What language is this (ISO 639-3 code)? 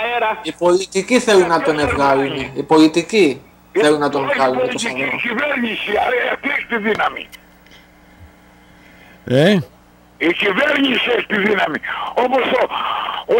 ell